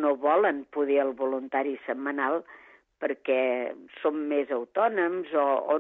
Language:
Catalan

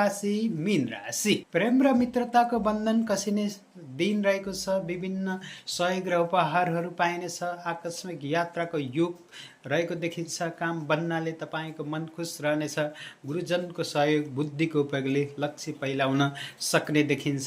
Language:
Nepali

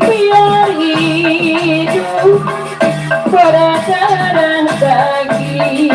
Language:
Betawi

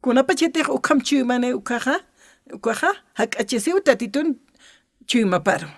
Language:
Aymara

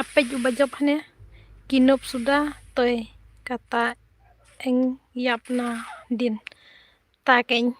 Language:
Khasi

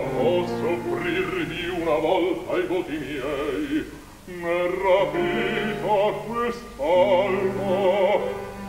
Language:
Italian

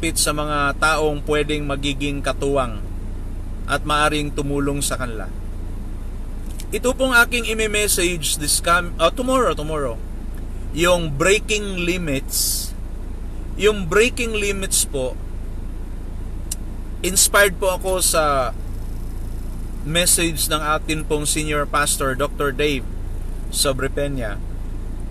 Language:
Filipino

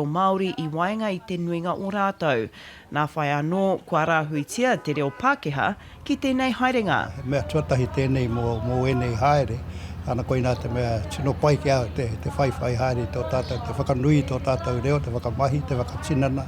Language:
Māori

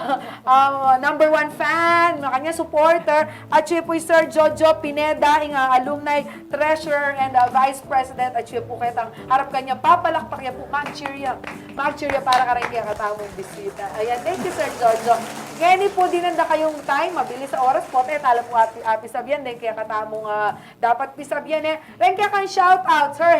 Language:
Pampanga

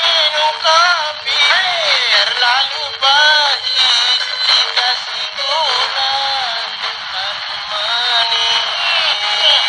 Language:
Makasar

